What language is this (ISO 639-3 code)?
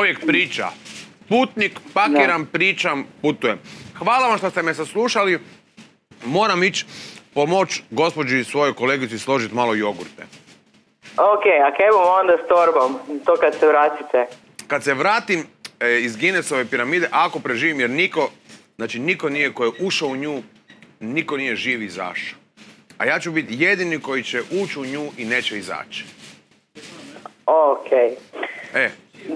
hrv